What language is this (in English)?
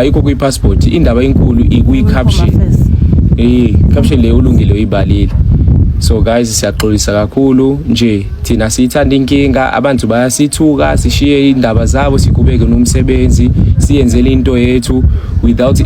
Zulu